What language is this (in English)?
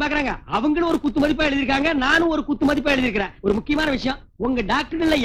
Tamil